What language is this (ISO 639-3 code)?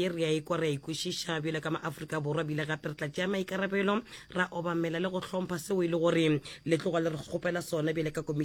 nso